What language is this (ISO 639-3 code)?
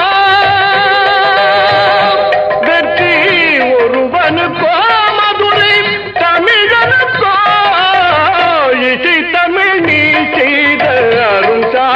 tam